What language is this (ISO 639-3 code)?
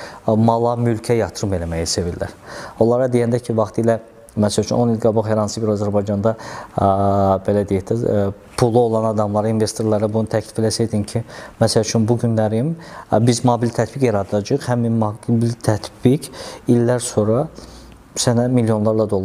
aze